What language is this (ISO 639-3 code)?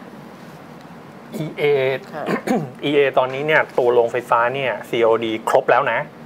tha